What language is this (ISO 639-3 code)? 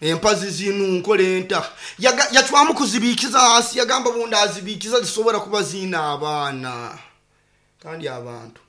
nyo